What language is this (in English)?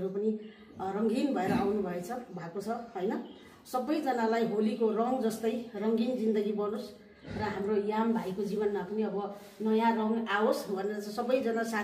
Nepali